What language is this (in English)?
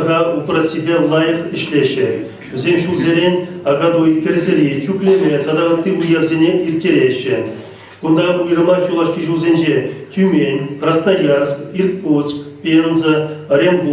Chuvash